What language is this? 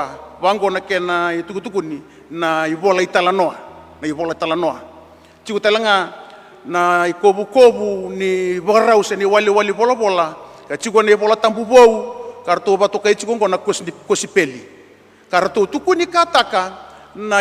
Fijian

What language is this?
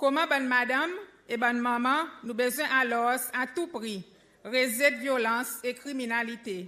Seselwa Creole French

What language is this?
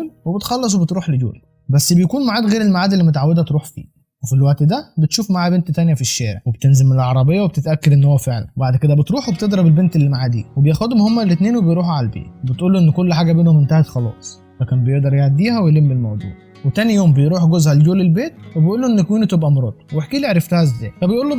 Egyptian Arabic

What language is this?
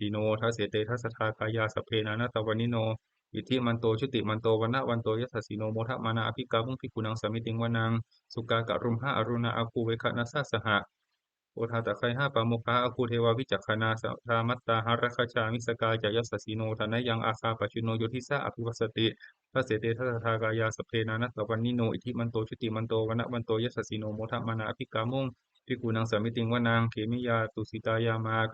Pali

